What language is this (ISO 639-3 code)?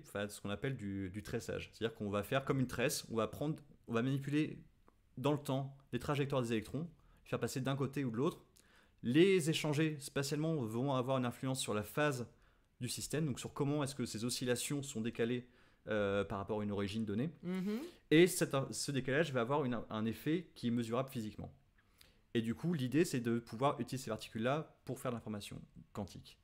fra